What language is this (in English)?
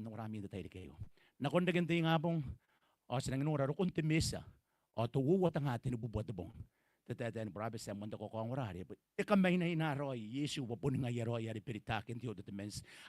Gilbertese